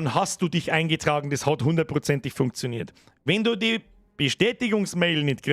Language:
Bavarian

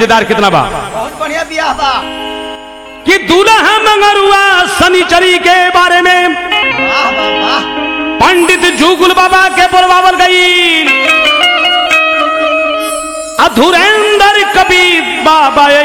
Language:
Bhojpuri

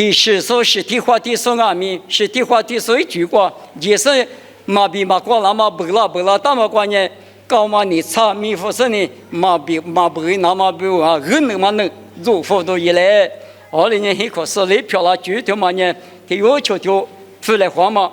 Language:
Lisu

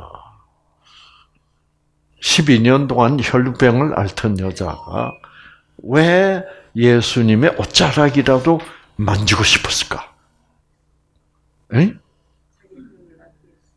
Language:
Korean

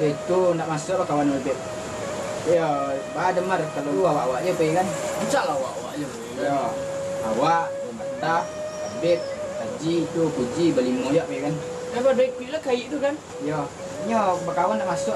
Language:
Minangkabau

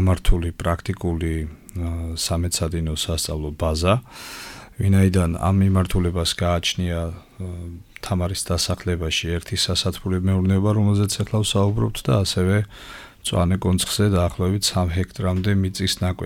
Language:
Georgian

